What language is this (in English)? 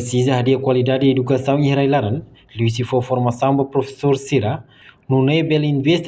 Tetum